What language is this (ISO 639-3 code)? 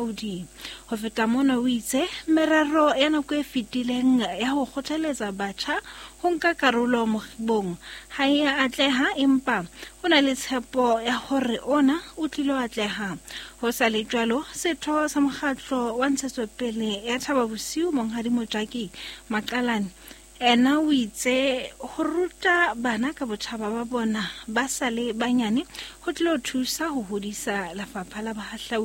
sot